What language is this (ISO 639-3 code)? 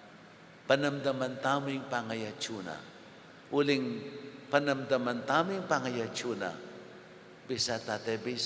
pam